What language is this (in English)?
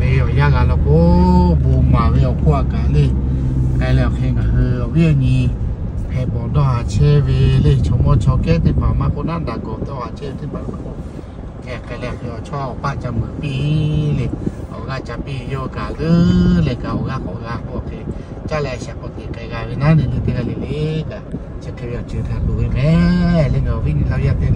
Lahu